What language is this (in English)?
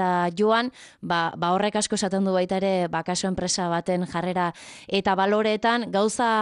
Basque